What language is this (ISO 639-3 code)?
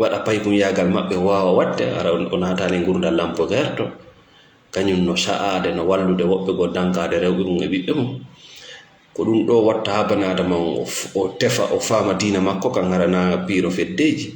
ful